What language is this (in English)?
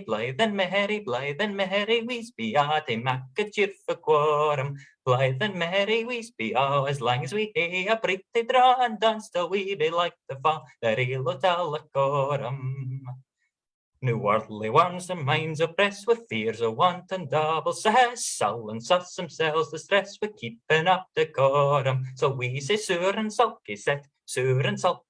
Scots